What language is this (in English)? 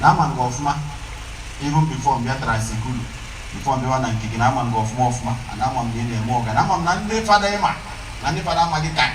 Igbo